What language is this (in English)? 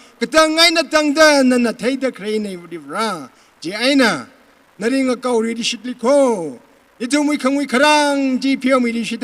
Tangkhul Naga (India)